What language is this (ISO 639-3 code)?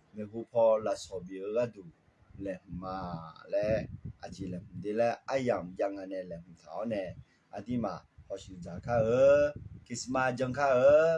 ahk